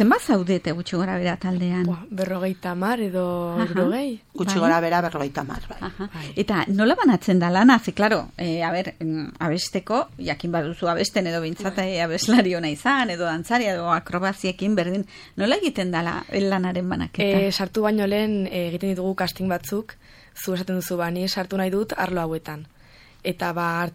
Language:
Basque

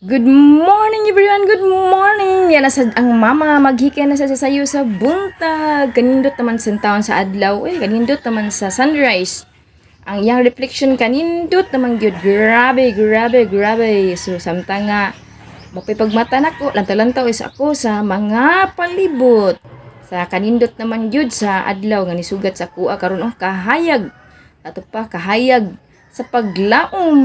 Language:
Cebuano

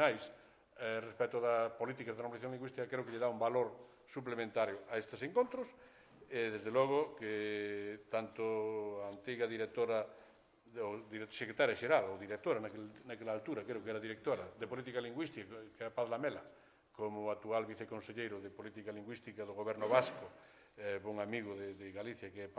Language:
Galician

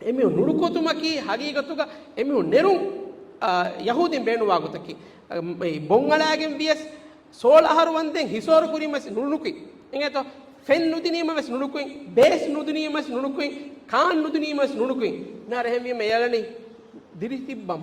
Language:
Divehi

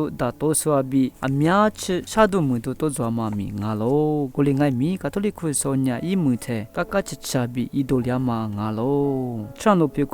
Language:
Lisu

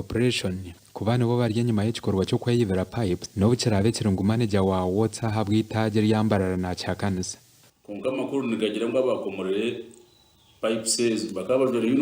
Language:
Nyankole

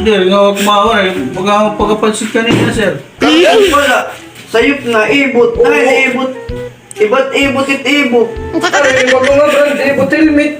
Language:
Waray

